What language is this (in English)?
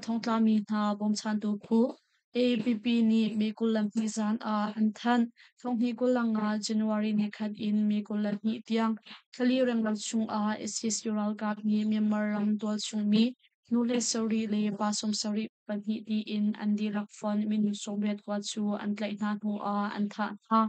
Hakha Chin